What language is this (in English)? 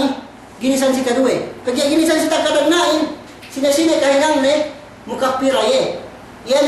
Yakan